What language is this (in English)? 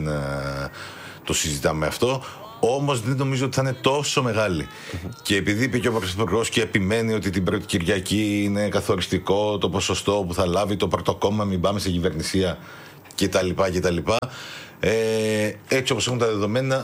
Greek